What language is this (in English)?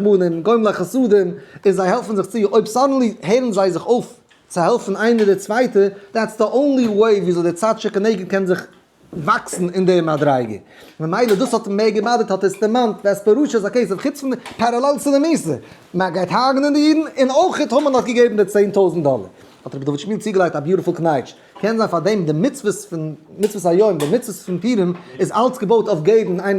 Yiddish